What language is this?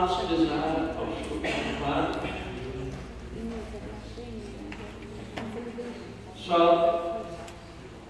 English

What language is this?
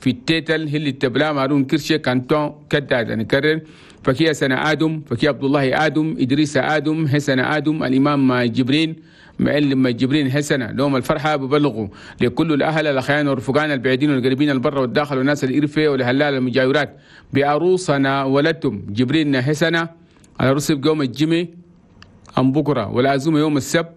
Chadian Arabic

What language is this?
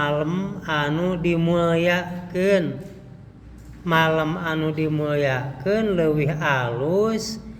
Sundanese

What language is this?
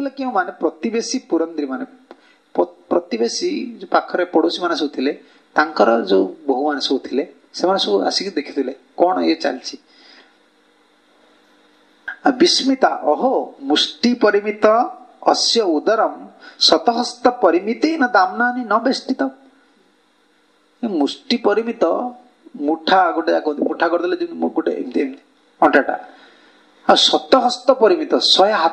Odia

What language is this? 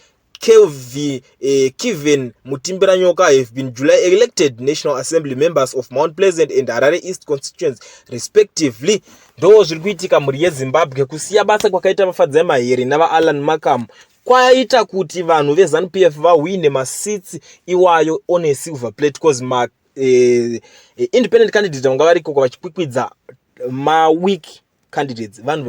Shona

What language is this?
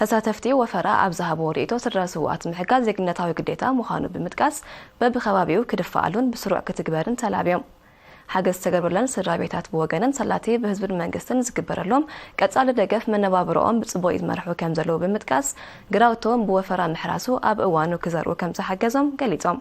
Tigrinya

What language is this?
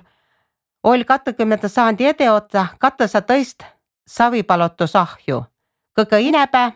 Estonian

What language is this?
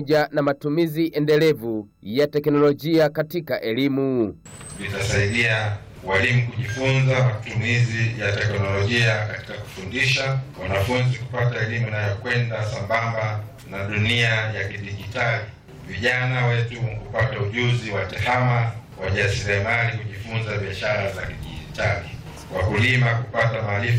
Swahili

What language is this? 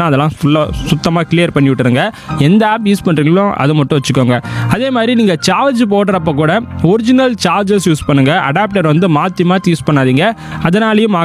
Tamil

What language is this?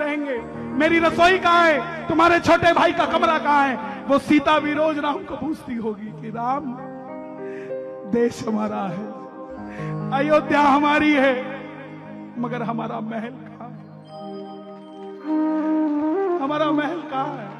Hindi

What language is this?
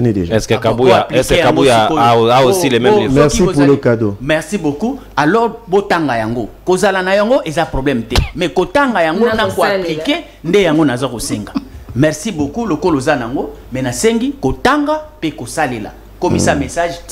Lingala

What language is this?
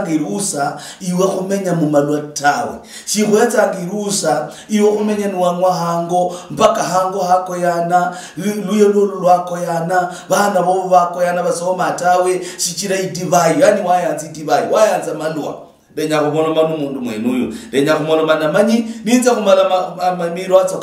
Luyia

